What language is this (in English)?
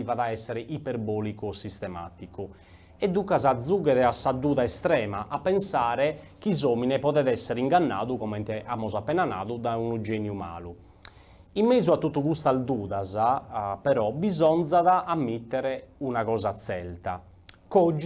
Sardinian